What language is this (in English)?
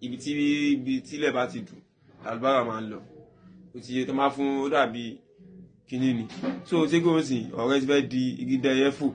Yoruba